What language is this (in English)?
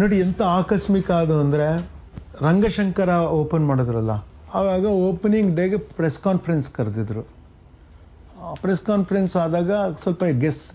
Kannada